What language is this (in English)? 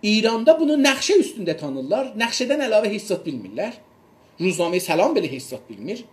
South Azerbaijani